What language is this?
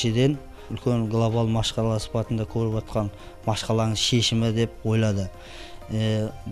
Kara-Kalpak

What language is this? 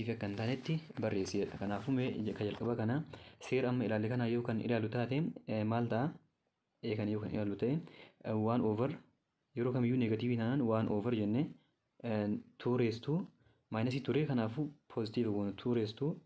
Oromo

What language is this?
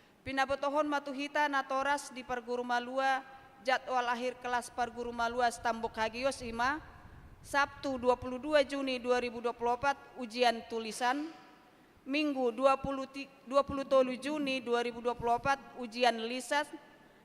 Batak Toba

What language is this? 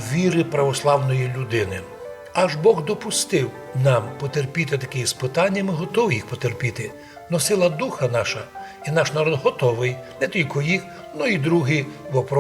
Rusyn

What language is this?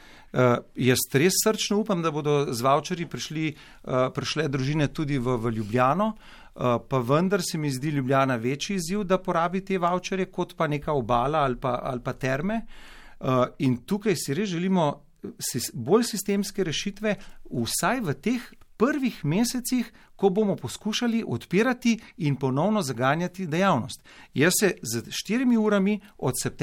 Slovenian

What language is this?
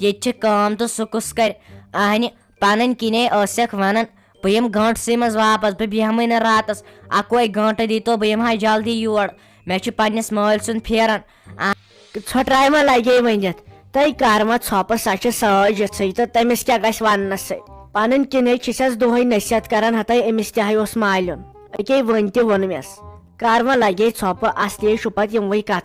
Kashmiri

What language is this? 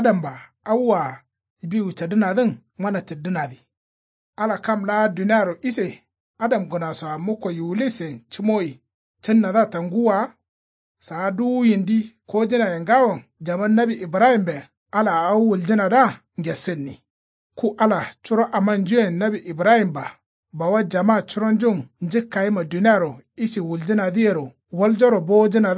Kanuri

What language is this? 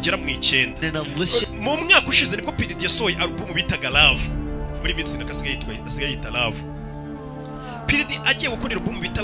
Kinyarwanda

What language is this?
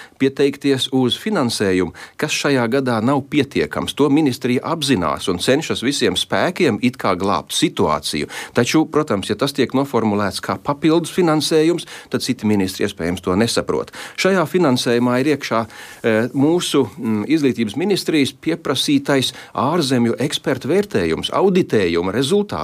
Latvian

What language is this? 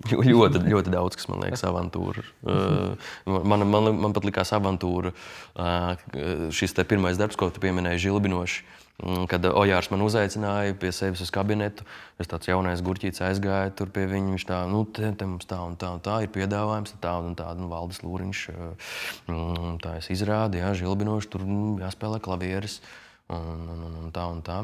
Latvian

